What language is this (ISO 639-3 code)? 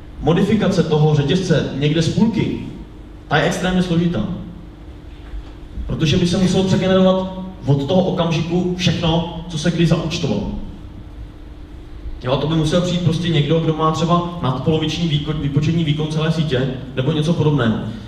ces